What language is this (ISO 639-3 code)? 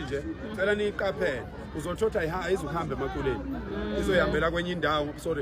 zul